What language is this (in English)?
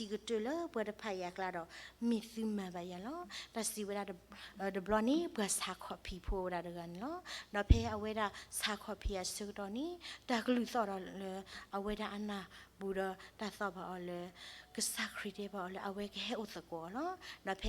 S'gaw Karen